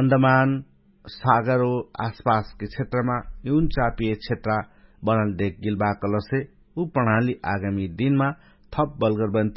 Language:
Dangaura Tharu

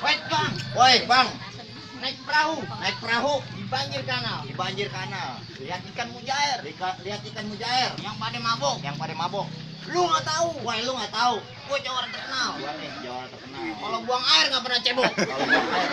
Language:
Betawi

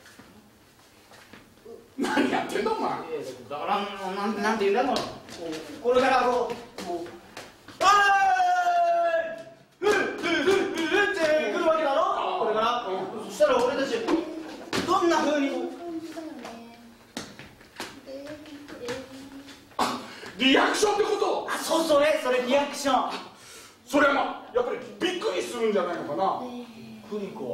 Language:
Japanese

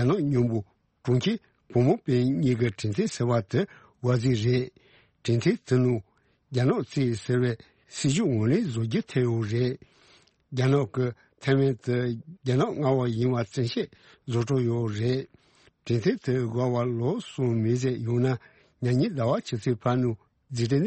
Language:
Tibetan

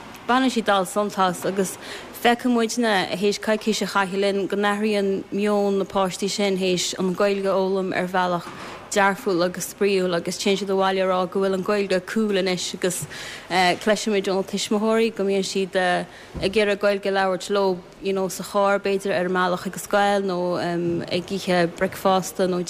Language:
Irish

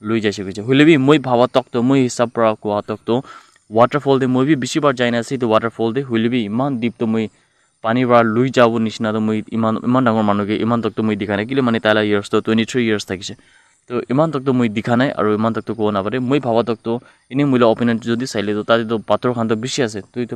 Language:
Naga Pidgin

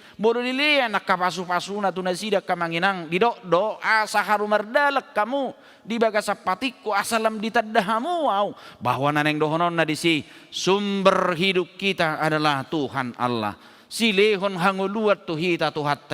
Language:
Batak Toba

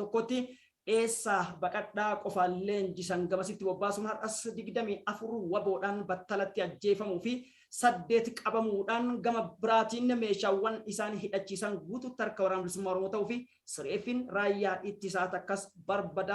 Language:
Oromo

